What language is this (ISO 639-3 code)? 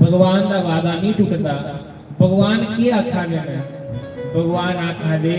doi